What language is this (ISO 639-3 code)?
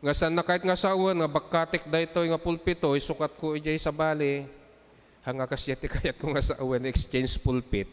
ilo